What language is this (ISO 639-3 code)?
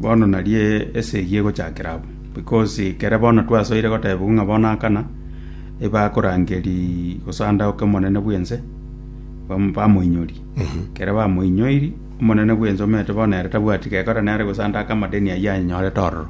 guz